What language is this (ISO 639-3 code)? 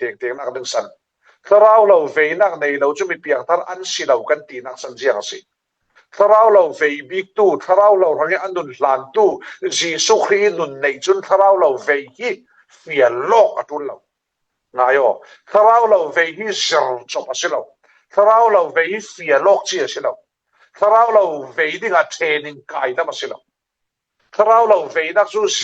cfm